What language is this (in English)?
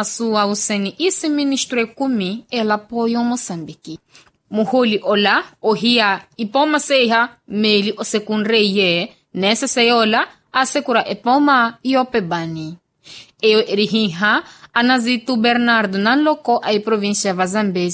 Makhuwa